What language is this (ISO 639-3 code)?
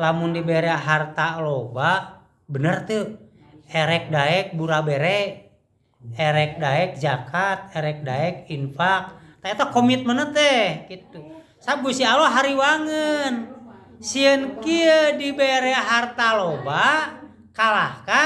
sun